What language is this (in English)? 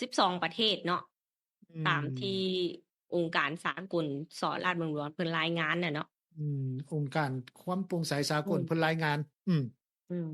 Lao